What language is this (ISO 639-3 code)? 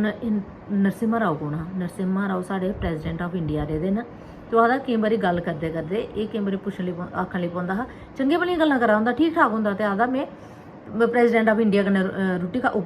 doi